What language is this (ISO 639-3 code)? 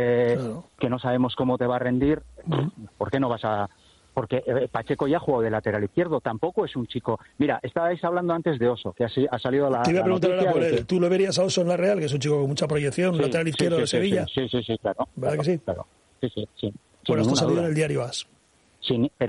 spa